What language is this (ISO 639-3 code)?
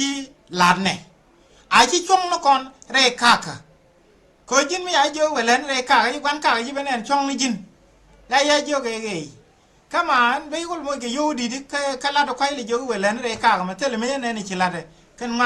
nus